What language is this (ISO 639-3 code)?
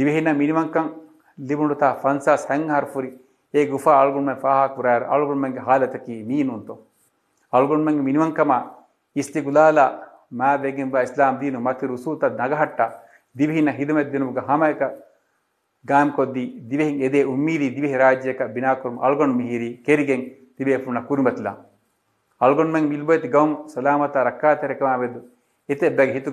div